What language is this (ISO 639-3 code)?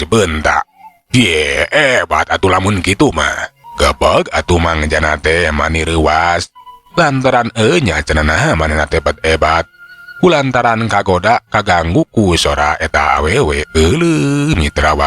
sun